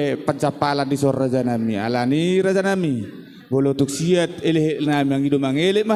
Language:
Batak Toba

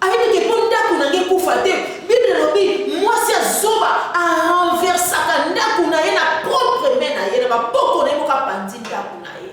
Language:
Lingala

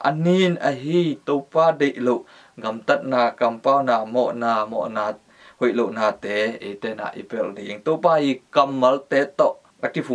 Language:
Tedim Chin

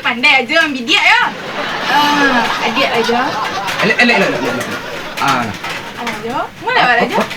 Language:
Minangkabau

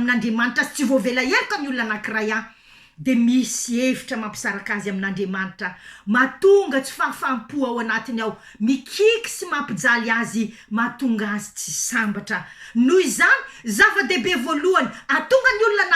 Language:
Malagasy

